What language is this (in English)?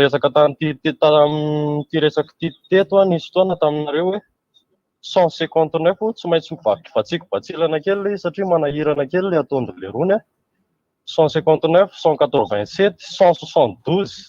Malagasy